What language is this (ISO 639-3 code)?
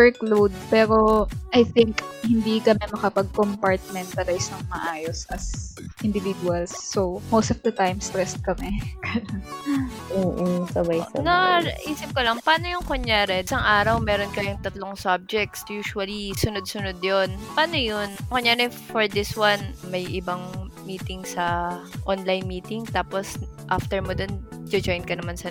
fil